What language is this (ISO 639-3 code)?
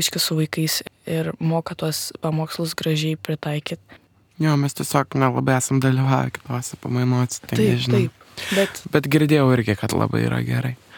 lit